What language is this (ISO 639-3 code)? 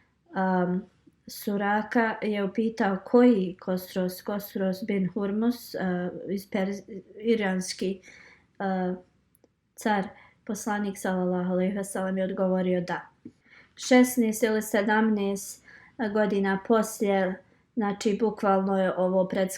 bos